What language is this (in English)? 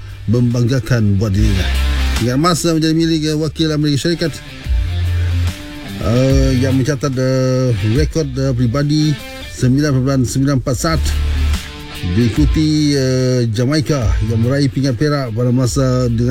Malay